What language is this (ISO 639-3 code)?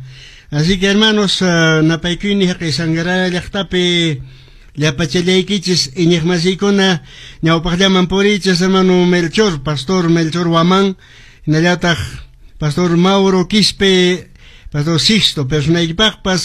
que